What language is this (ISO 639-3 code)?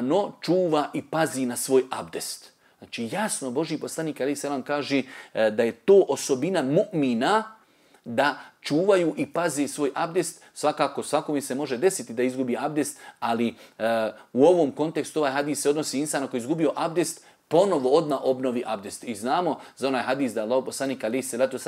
bos